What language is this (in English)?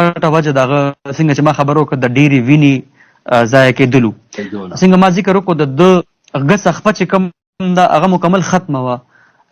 Pashto